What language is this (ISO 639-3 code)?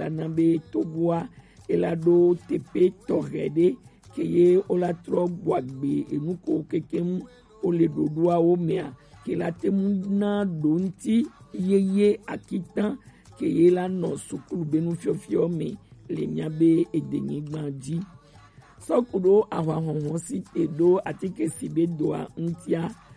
gej